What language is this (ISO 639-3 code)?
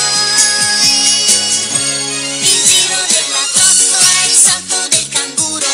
ita